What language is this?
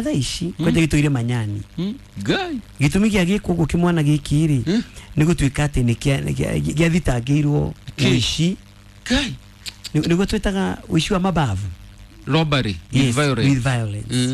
Kikuyu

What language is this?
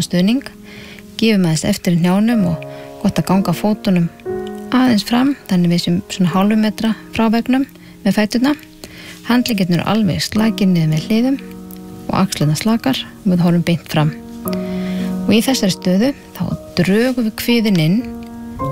Icelandic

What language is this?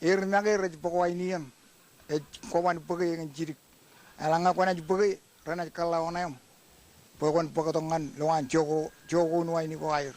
Marshallese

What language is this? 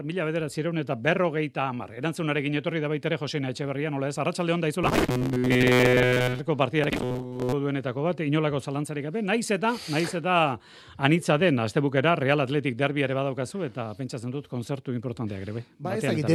Basque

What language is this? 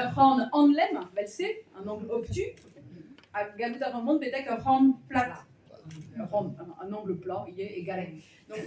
Breton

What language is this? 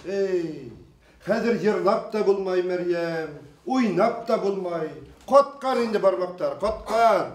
Bashkir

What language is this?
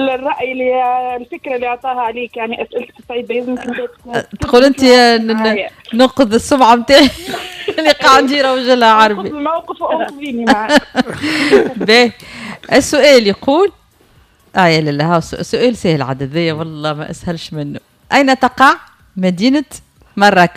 Tunisian Arabic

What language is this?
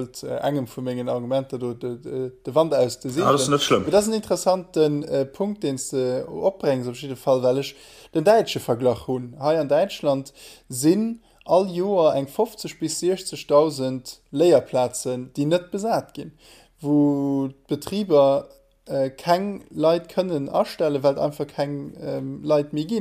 Luxembourgish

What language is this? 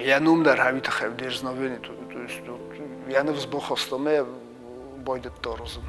Ossetic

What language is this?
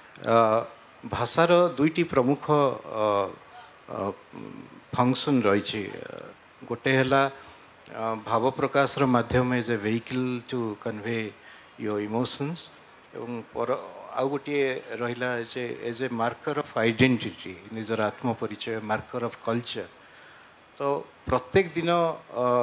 Odia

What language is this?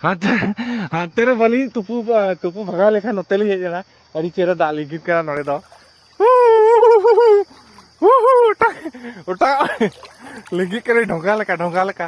Santali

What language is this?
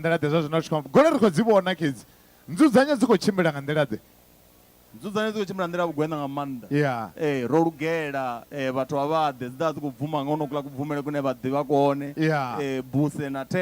Venda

